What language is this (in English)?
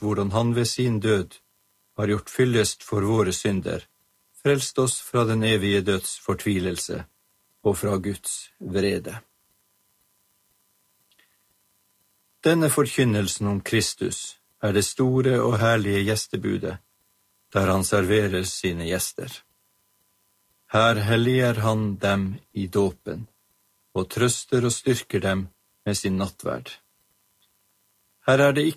Norwegian